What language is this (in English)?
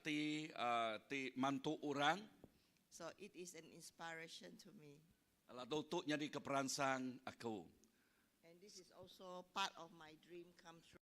Iban